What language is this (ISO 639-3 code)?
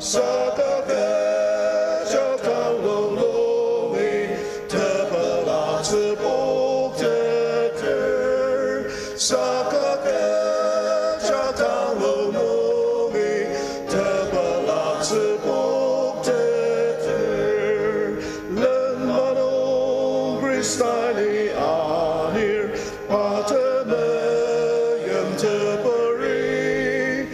njo